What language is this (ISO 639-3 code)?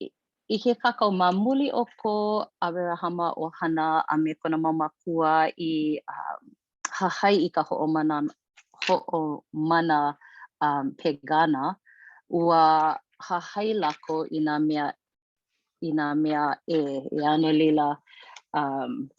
haw